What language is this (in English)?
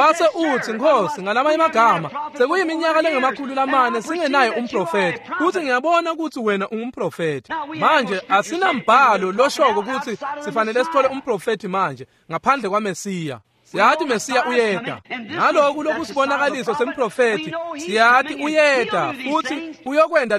Swati